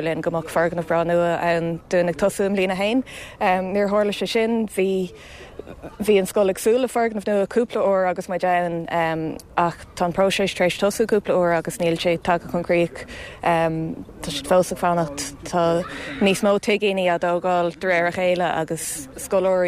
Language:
Irish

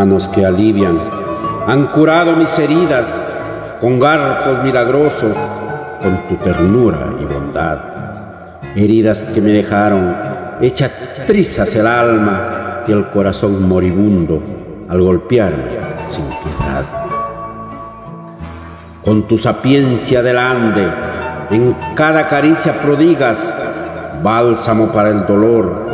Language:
Spanish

